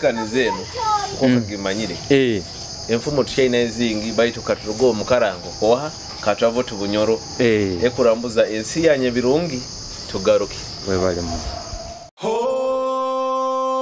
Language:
Nyoro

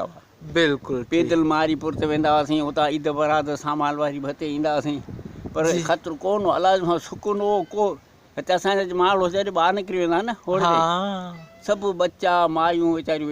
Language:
Sindhi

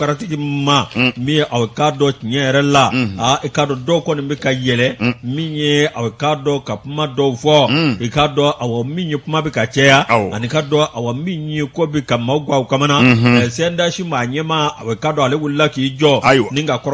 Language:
Bambara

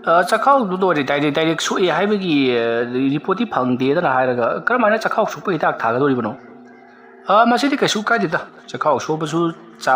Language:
Manipuri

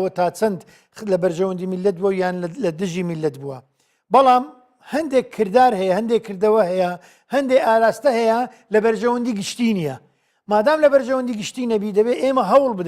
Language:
Central Kurdish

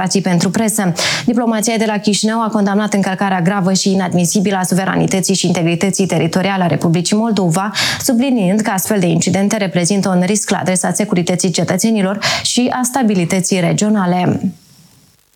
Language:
Romanian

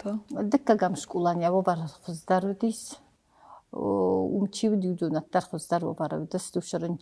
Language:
Ossetic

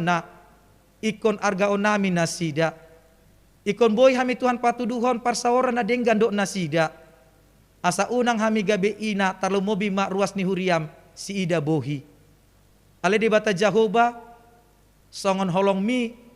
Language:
Batak Toba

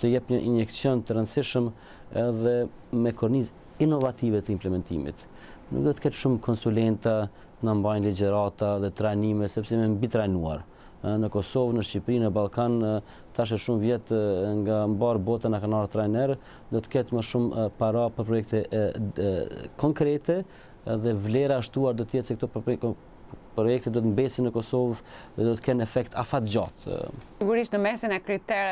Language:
Albanian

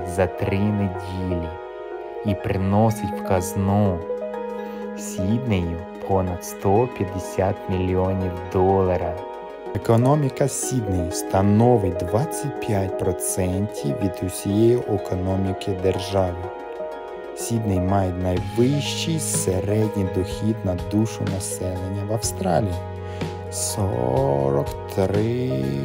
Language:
Ukrainian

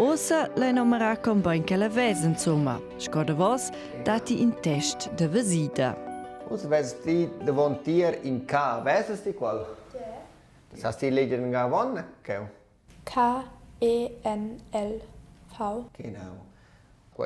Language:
Romansh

